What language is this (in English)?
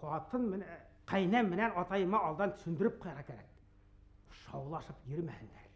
Bashkir